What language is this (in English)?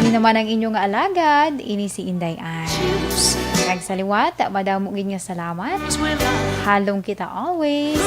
Hiligaynon